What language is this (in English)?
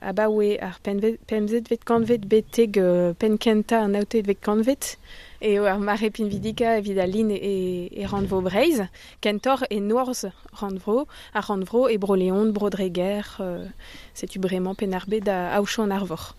Breton